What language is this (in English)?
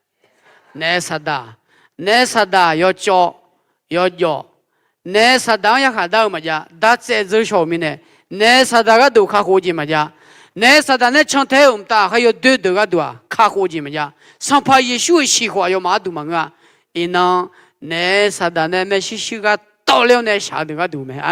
Akha